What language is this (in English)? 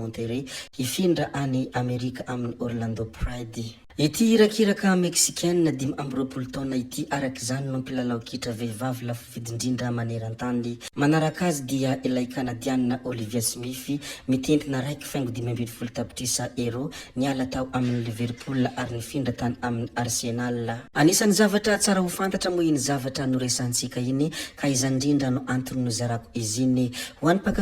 Malagasy